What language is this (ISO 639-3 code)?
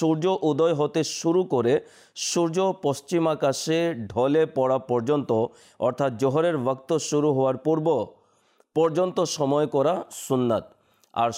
ben